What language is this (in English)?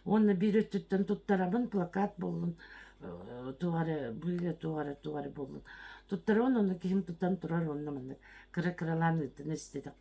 Yakut